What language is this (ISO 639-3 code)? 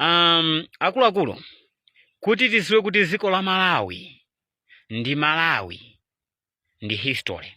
nya